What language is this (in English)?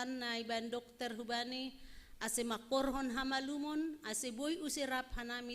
Batak Simalungun